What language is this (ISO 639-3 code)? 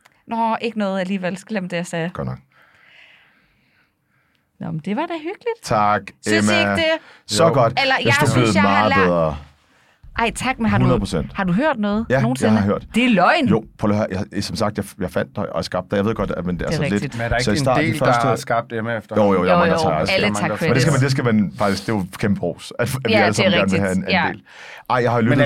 dan